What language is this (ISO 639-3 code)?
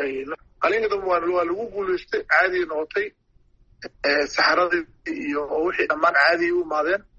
som